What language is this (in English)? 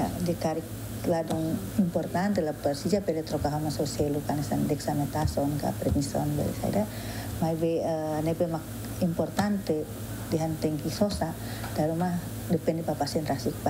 Tetum